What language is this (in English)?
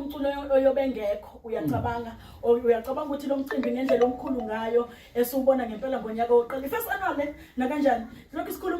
Zulu